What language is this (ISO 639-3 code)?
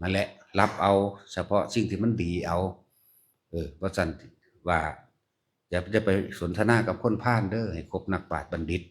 lao